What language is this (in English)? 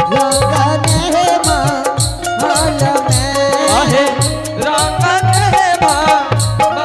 Angika